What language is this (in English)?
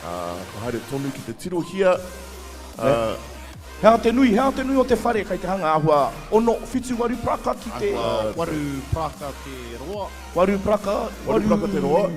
Māori